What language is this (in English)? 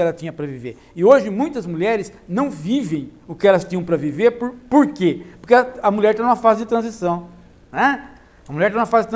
Portuguese